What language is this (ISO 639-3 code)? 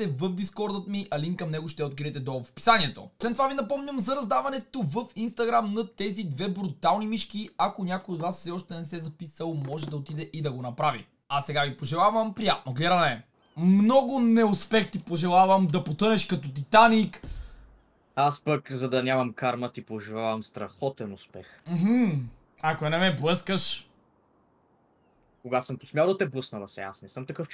bul